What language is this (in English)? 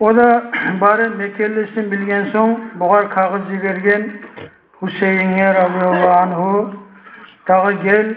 Kumyk